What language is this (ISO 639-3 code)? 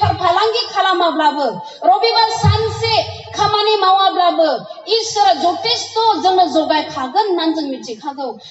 brx